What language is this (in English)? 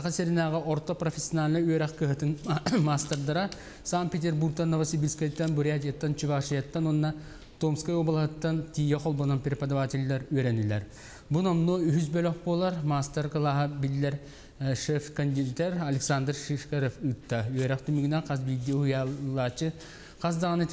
Yakut